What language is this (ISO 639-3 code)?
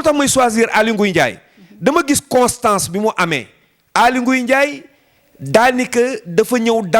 wol